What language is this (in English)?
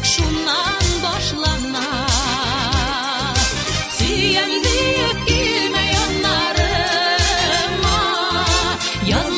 Tatar